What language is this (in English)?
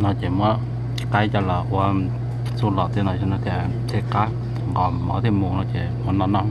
Hmong